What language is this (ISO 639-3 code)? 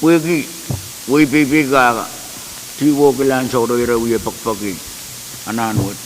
pon